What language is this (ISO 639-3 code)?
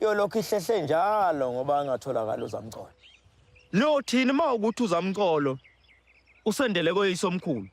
zul